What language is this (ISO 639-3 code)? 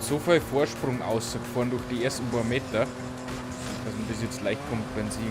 bar